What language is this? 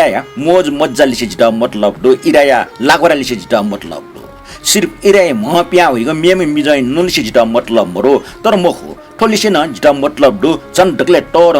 Newari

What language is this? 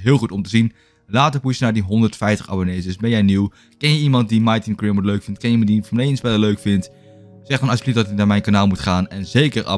Dutch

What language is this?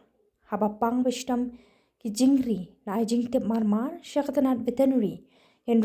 Khasi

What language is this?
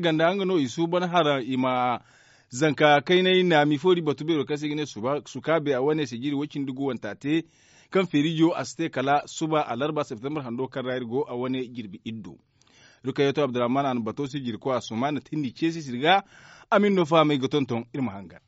Zarma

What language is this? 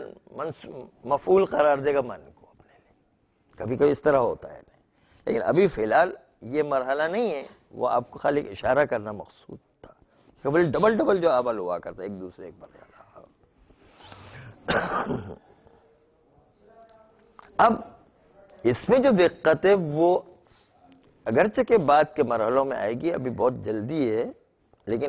Urdu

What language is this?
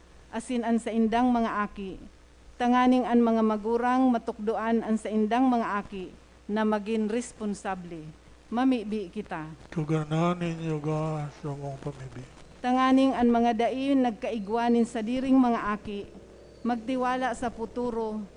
Bikol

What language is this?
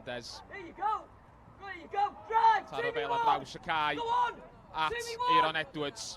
Welsh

